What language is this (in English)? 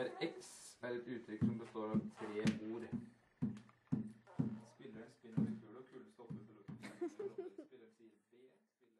Norwegian